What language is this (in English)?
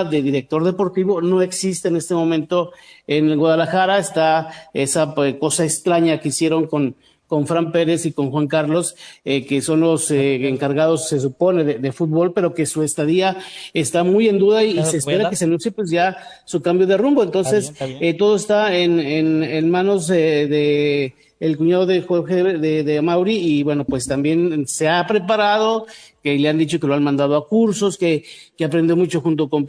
Spanish